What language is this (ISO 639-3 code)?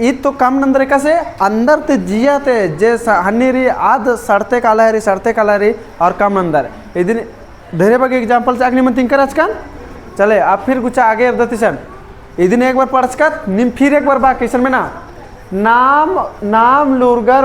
kru